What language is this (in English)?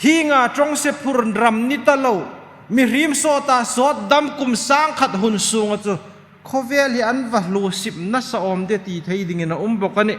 Hmar